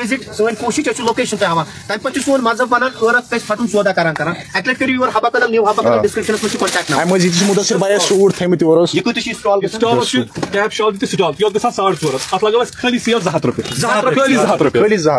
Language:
Kashmiri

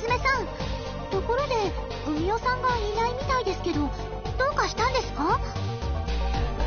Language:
Japanese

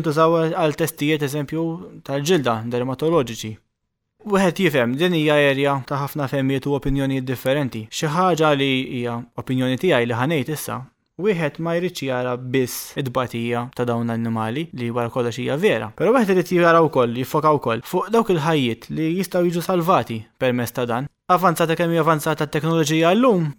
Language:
Maltese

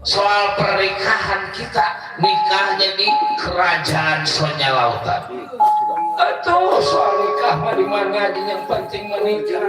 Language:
Betawi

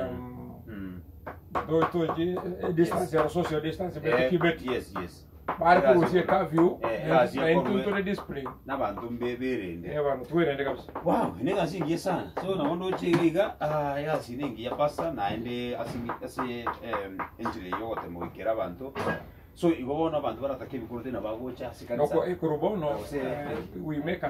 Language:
Gusii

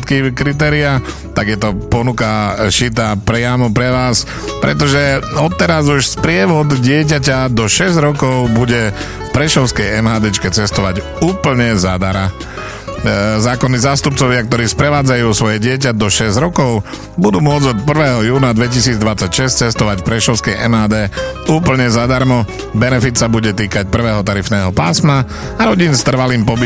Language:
Slovak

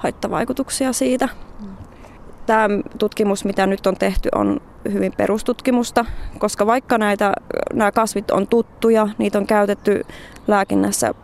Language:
Finnish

